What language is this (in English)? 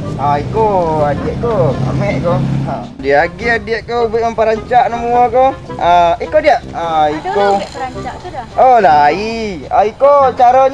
Minangkabau